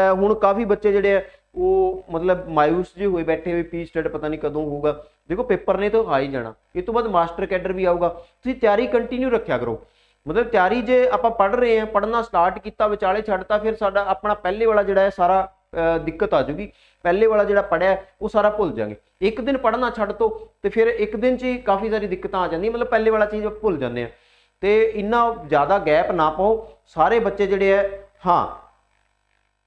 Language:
Punjabi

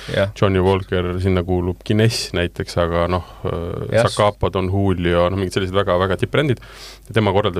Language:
Estonian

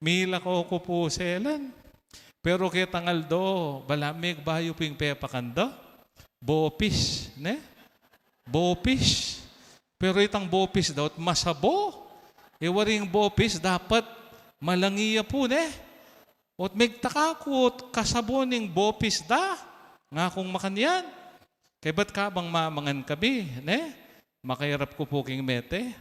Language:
Pampanga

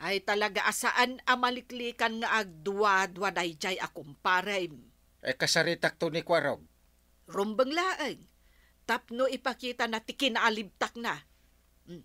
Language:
Iloko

